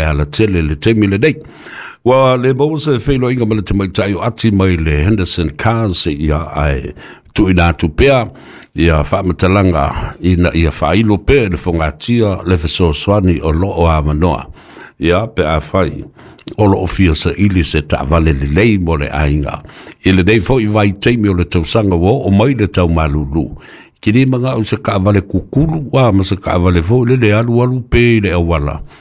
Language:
Samoan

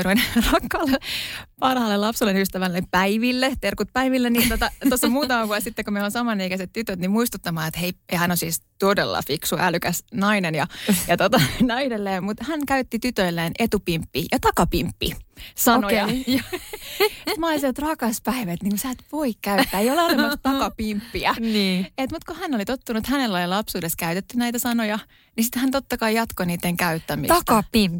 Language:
Finnish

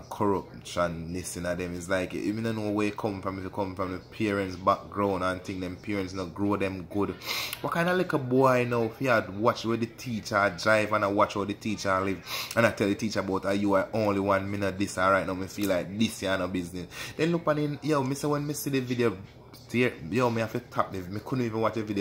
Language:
Jamaican Creole English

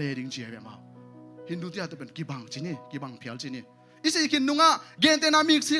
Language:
Tedim Chin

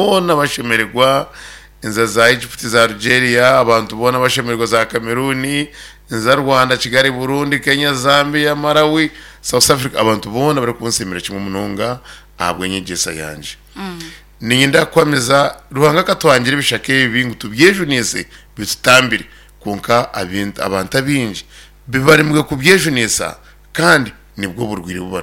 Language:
Nyankole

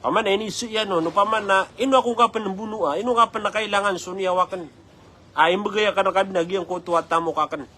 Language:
Maranao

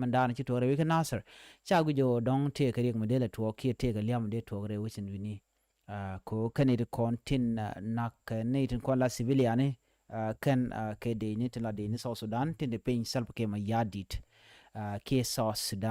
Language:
Nuer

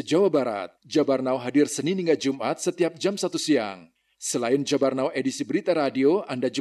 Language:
Indonesian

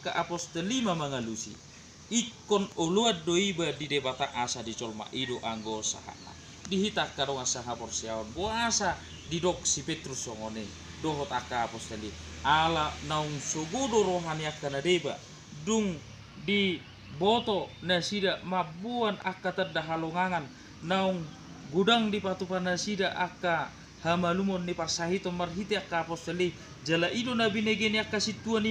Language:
Batak Toba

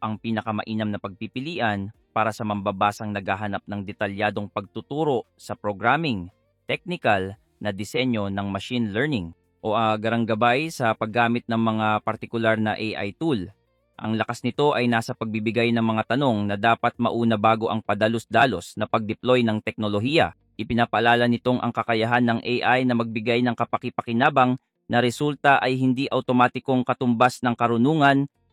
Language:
Filipino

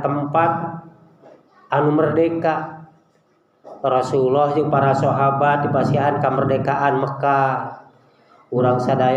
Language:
Sundanese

